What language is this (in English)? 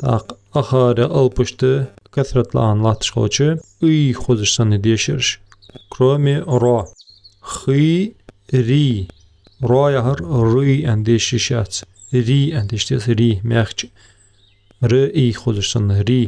Ingush